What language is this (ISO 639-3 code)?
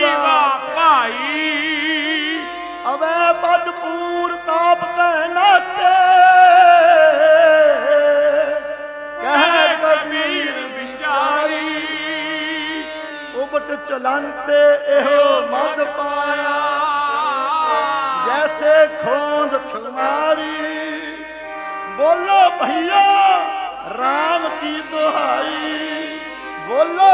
pan